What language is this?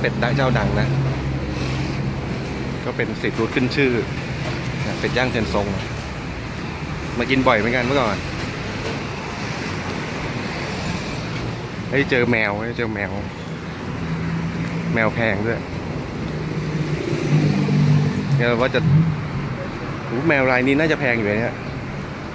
Thai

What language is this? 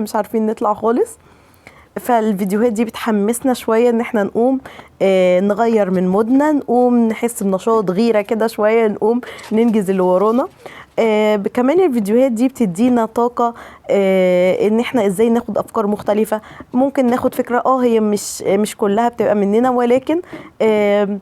Egyptian Arabic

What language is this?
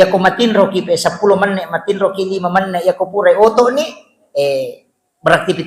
Buginese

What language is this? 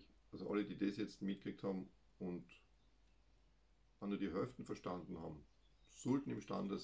German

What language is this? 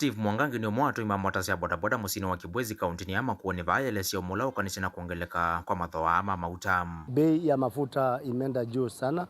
Kamba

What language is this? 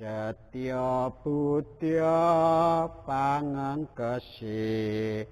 Javanese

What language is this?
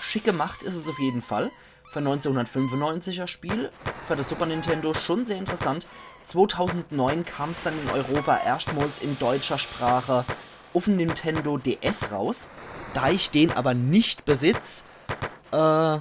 Palatine German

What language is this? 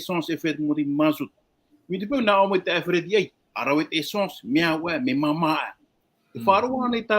Tahitian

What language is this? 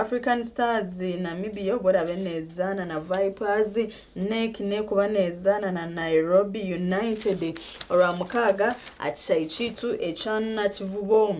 Nyankole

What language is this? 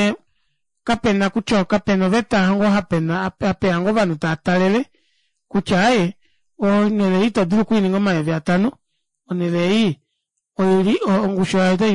Kuanyama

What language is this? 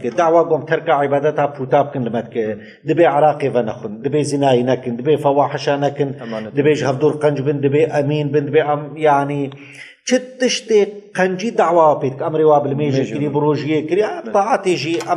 Kurdish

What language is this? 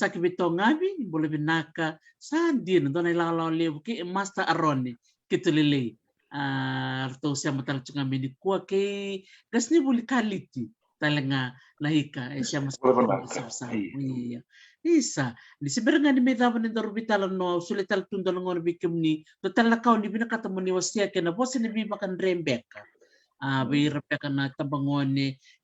Fijian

